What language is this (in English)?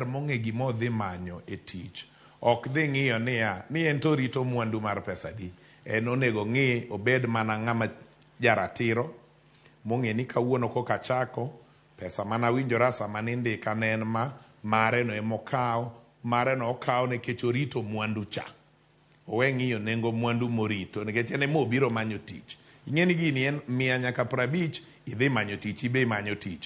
Luo (Kenya and Tanzania)